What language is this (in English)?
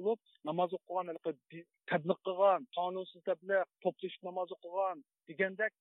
Uyghur